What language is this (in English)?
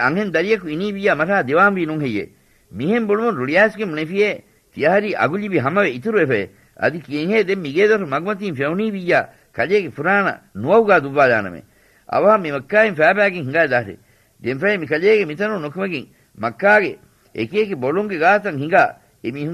Divehi